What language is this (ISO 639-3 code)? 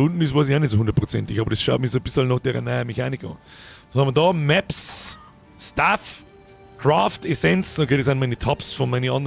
bar